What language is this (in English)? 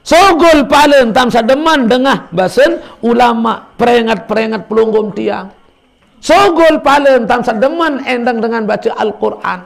Sasak